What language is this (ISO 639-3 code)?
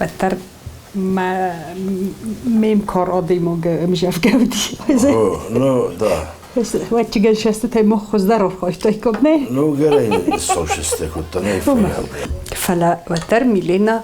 oss